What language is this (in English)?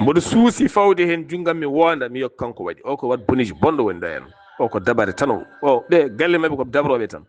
Fula